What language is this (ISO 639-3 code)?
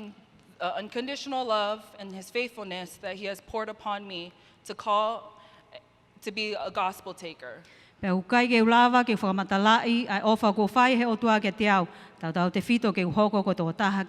ton